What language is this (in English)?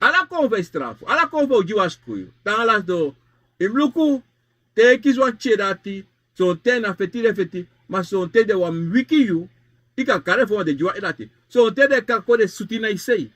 Sranan Tongo